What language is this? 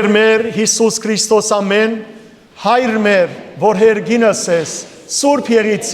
Western Armenian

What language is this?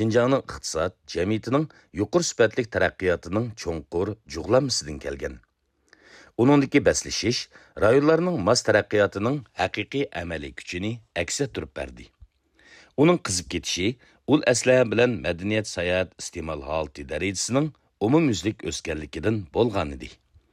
Uyghur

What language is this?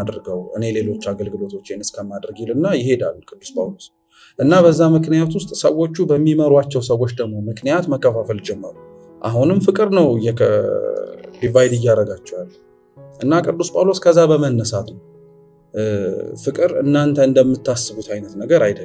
Amharic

